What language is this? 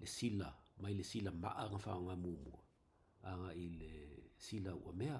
Samoan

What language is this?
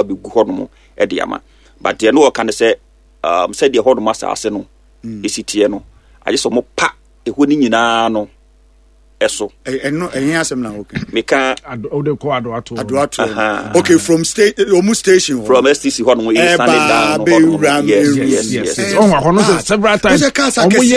Akan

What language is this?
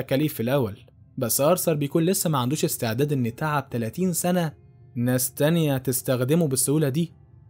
Egyptian Arabic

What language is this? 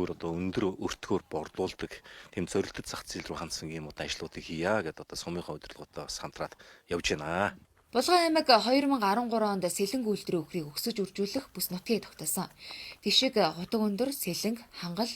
Mongolian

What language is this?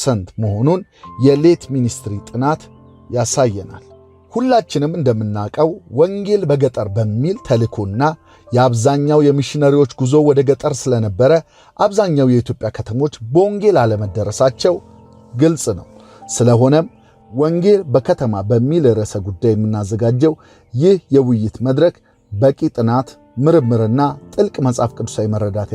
Amharic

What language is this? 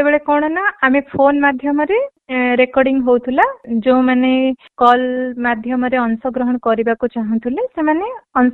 Odia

